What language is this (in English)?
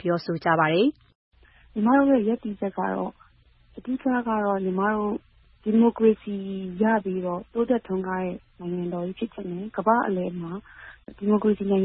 Burmese